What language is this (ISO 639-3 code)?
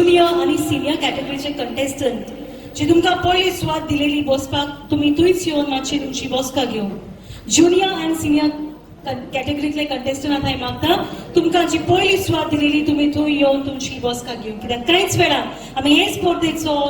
kok